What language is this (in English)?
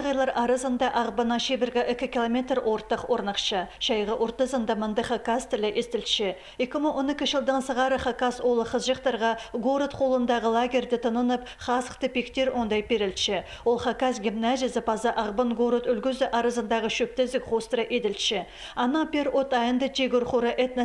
Khakas